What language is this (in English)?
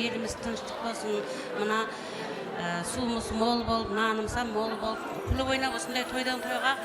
Kara-Kalpak